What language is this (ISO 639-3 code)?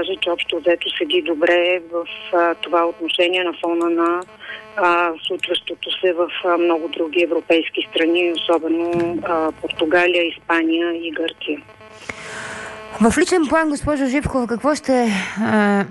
bul